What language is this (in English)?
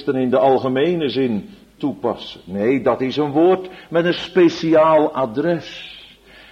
Dutch